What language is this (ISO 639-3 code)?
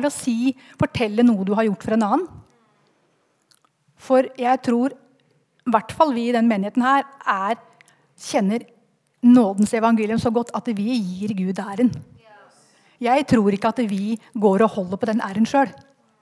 nor